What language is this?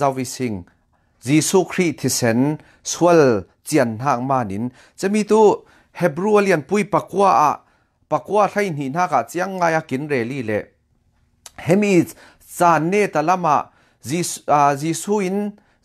Falam Chin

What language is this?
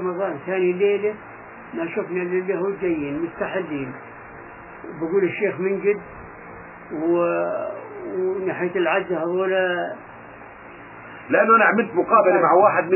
South Levantine Arabic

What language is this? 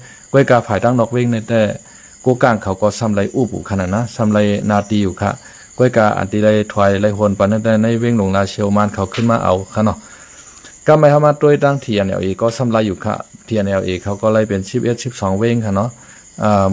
Shan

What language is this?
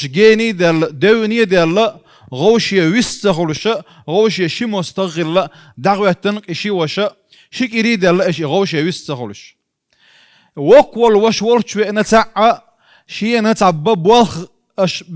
Chechen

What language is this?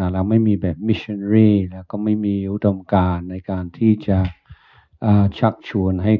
Thai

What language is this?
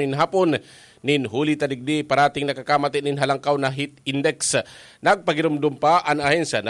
Bikol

